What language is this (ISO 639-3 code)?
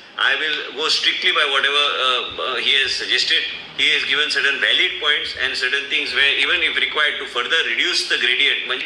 kok